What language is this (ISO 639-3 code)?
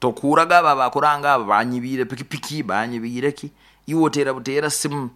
nyo